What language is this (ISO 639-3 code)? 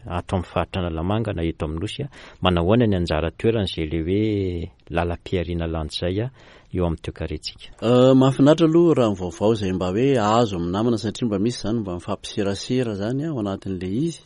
mlg